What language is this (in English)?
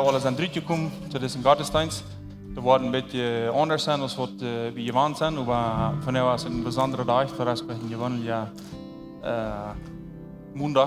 Plautdietsch